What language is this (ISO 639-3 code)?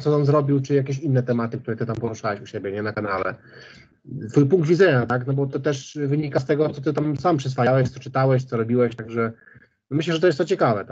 pol